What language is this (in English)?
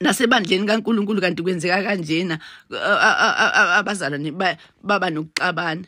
Zulu